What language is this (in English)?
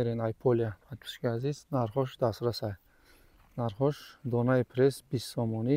Tajik